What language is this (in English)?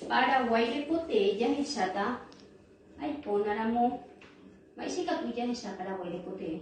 Guarani